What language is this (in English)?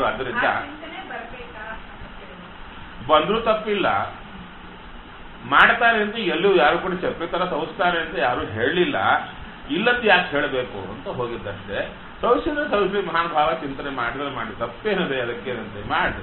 Kannada